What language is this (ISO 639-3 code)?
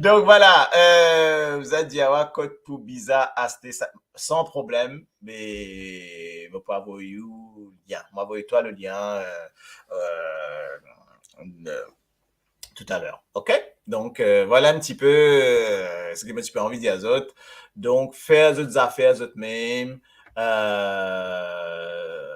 mfe